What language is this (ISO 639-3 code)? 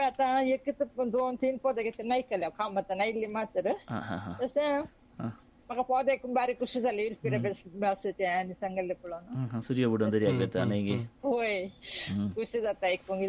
kok